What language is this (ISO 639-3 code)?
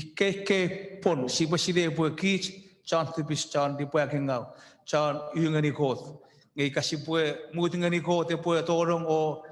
chk